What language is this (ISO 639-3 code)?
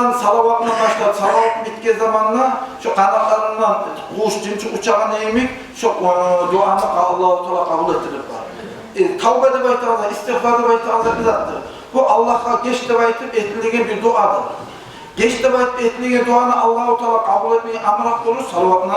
kum